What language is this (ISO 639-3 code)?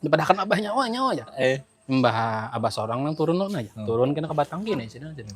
bjn